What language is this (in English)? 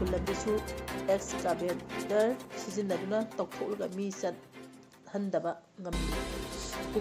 Manipuri